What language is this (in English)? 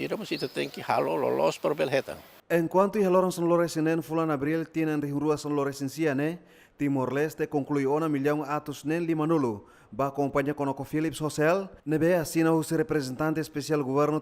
Tetum